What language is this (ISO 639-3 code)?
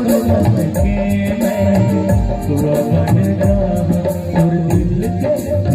hne